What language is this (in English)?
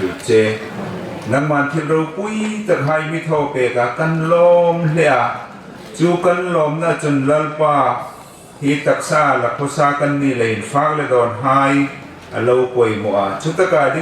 Hmar